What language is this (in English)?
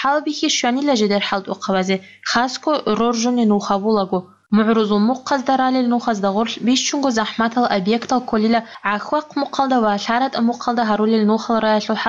Avaric